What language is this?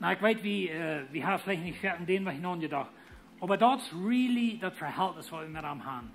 Plautdietsch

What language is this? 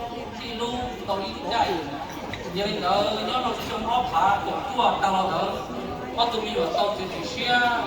Hmong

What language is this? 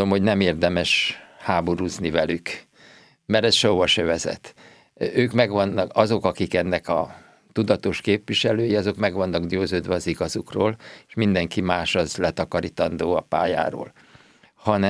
Hungarian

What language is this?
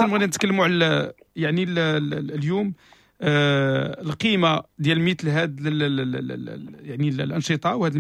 Moroccan Arabic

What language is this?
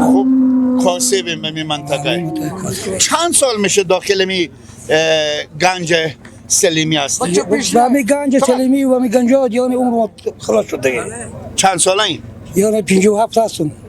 Persian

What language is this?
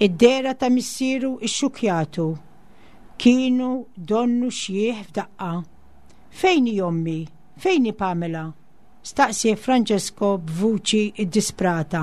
Maltese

